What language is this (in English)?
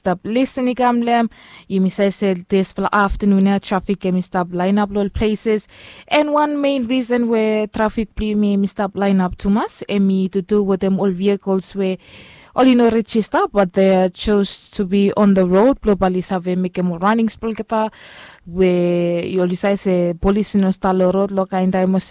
Bislama